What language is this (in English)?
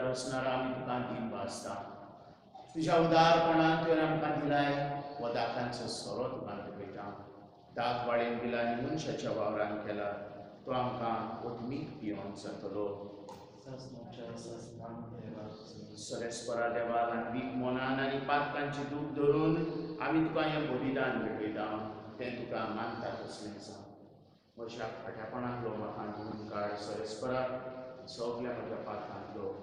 Konkani